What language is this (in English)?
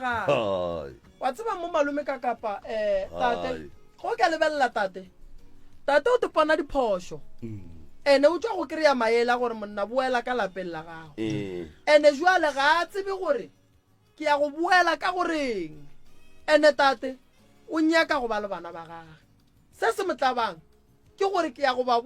Northern Sotho